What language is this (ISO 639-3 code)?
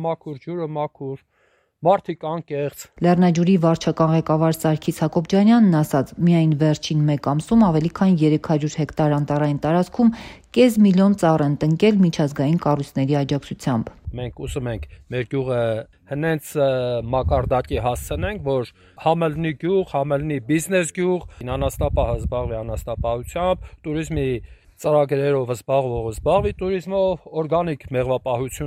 hye